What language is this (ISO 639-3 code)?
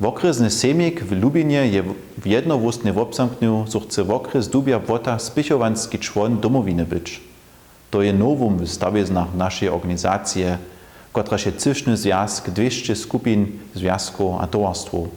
hsb